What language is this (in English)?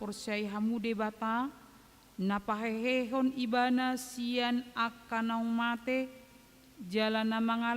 Batak Toba